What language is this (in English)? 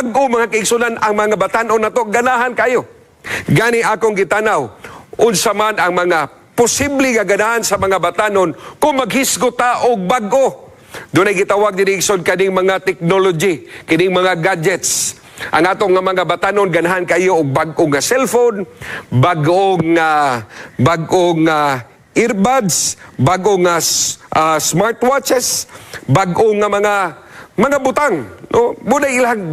Cebuano